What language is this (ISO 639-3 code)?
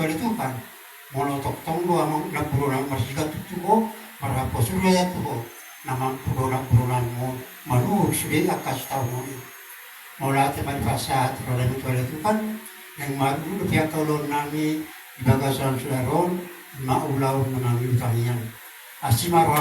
bbc